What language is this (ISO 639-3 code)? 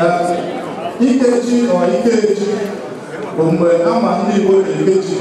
ibo